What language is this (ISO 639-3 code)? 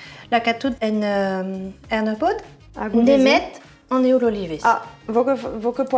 bre